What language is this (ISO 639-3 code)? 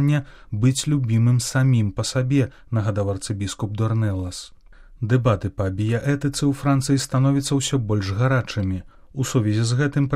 bel